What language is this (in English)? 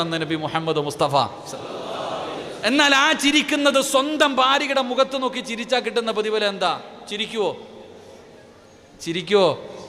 Malayalam